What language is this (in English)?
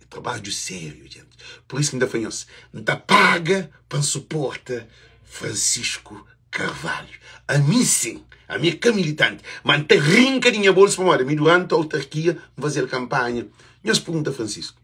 Kabuverdianu